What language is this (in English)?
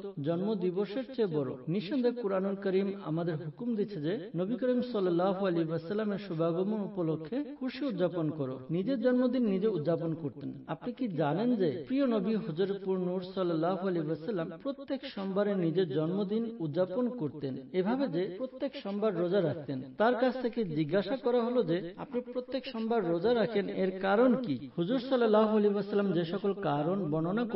Bangla